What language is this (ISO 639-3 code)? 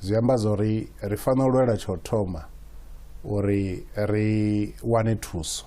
ven